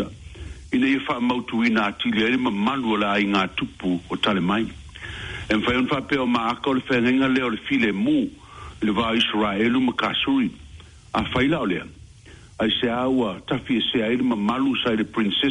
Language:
Samoan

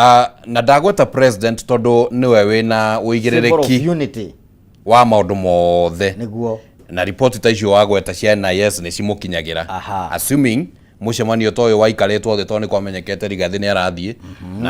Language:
Kikuyu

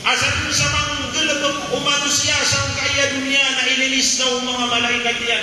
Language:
Maranao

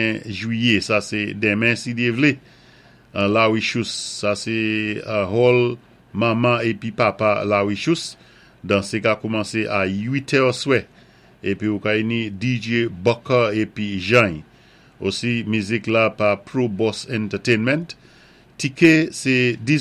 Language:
Saint Lucian Creole French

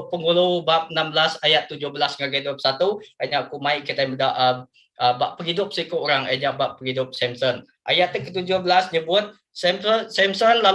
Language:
Iban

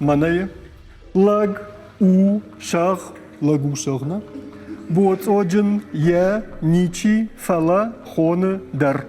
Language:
Ossetic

